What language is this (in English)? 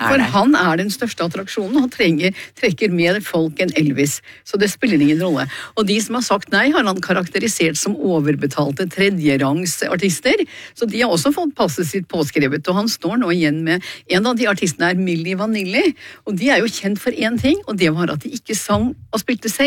Norwegian